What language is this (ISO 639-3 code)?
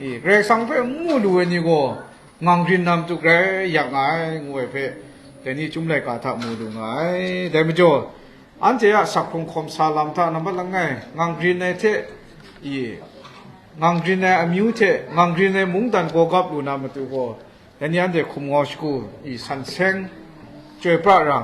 kac